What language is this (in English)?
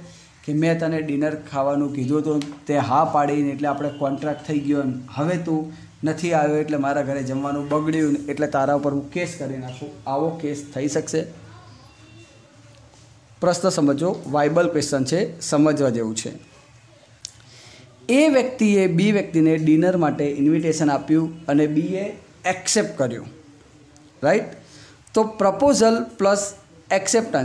Gujarati